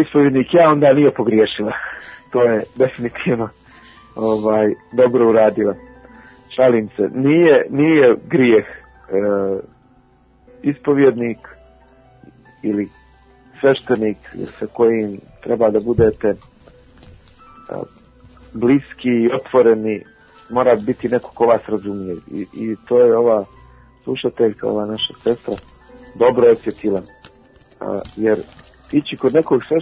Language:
Serbian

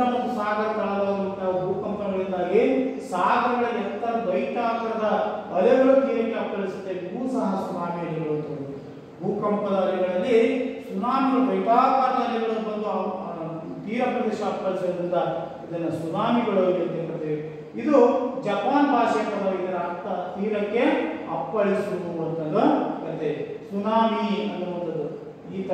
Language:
Kannada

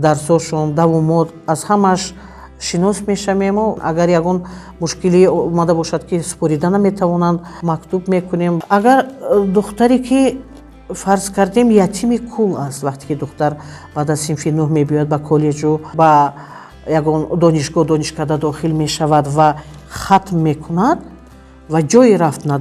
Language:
Tajik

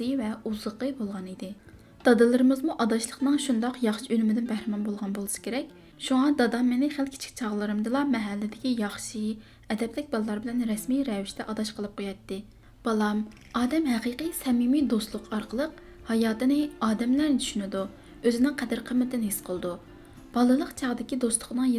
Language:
Uyghur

